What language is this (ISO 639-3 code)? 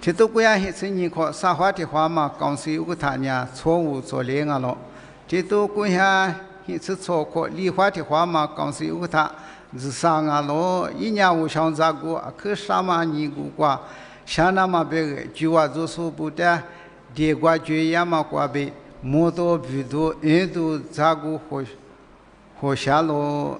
lis